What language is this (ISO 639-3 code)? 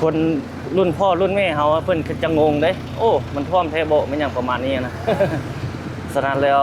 lao